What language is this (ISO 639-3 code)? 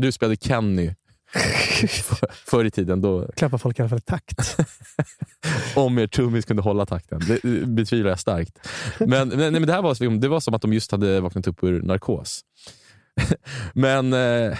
swe